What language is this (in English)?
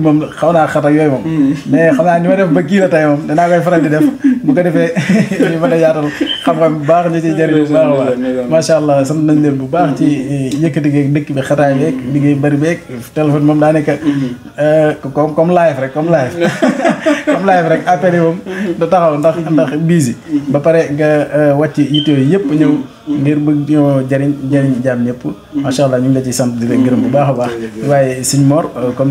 Wolof